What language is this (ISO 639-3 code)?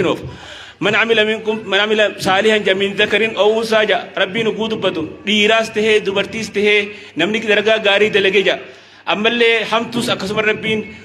orm